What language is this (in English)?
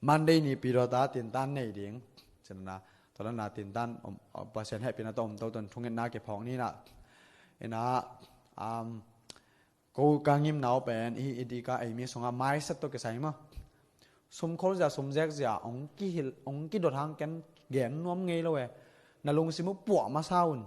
Tedim Chin